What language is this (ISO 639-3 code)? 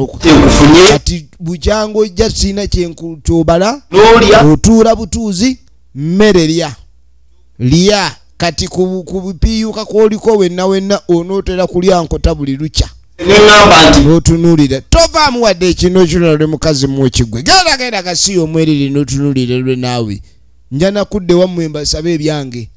lug